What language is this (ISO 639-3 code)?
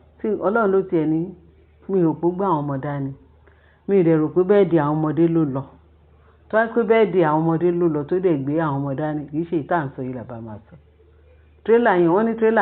yor